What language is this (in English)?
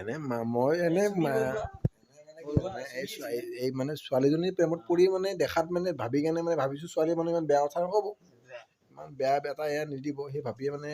Assamese